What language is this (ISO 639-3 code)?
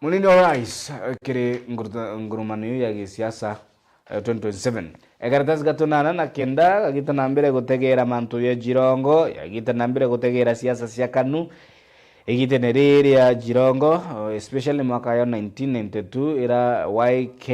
mer